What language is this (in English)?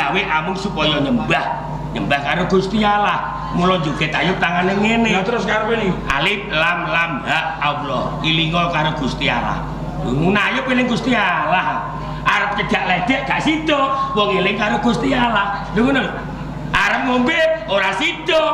Javanese